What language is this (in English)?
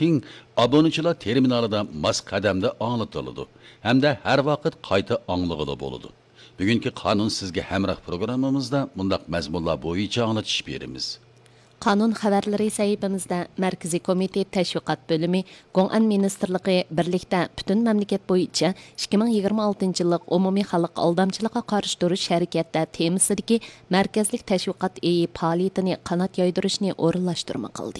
Uyghur